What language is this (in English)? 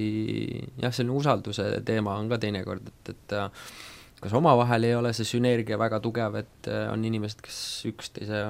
Estonian